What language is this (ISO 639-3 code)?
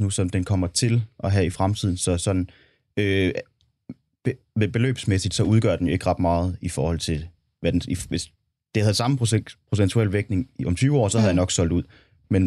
dan